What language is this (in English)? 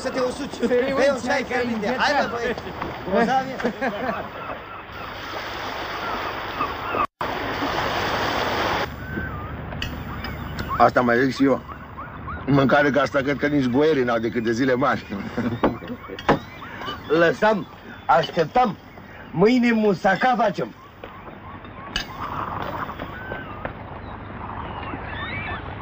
Romanian